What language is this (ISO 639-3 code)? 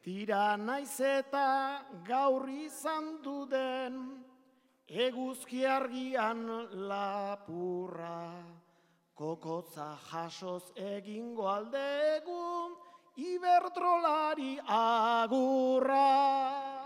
eus